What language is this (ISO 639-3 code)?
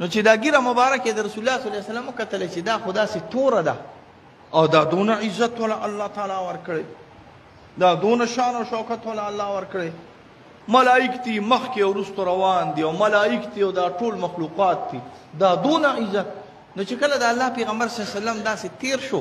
pus